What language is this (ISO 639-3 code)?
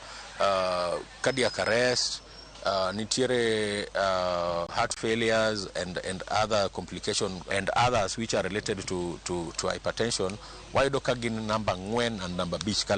luo